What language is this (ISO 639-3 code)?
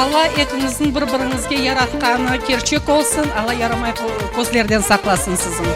crh